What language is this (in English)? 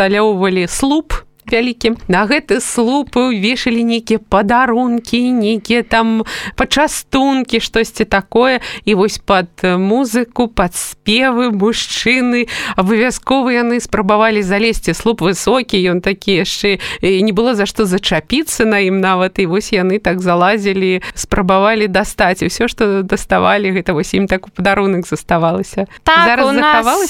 Belarusian